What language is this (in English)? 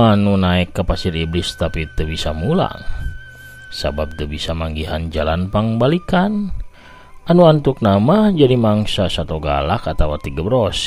Sundanese